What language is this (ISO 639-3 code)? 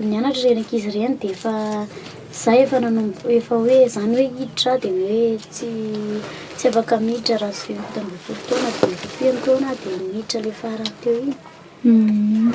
mlg